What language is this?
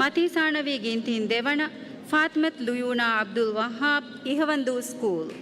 Divehi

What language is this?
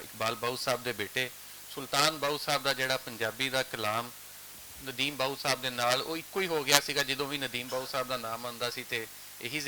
Western Panjabi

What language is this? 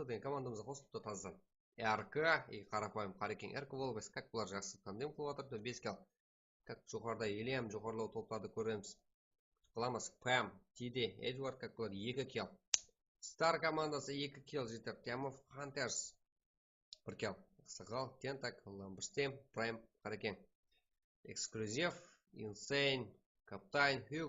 Kara-Kalpak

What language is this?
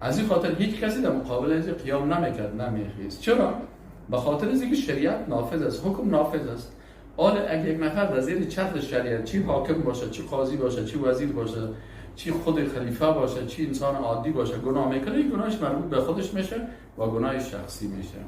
Persian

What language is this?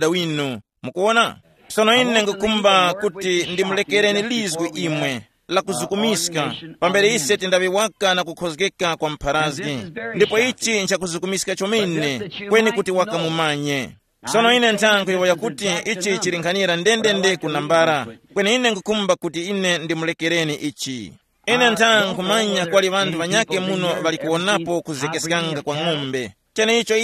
Tumbuka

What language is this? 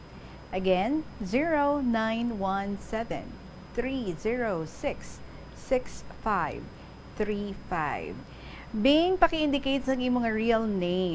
Hiligaynon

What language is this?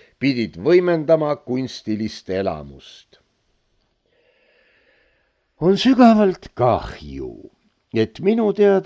Estonian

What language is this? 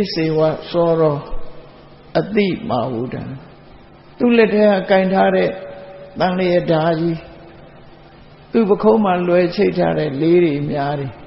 Burmese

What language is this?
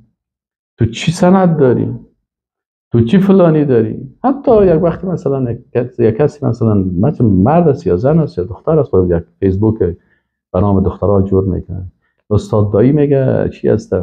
Persian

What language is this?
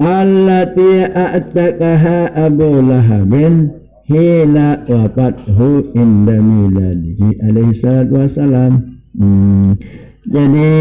Sasak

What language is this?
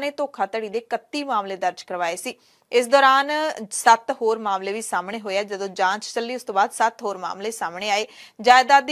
Punjabi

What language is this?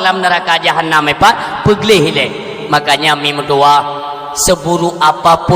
Achinese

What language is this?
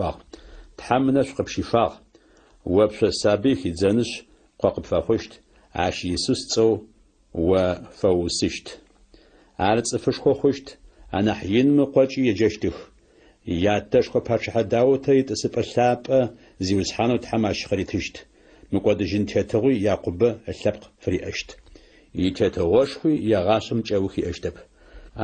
Adyghe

